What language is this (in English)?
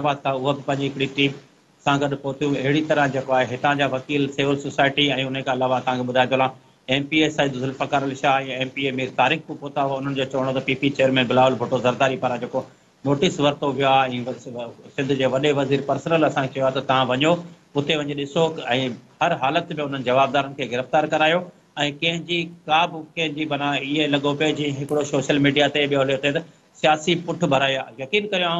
Sindhi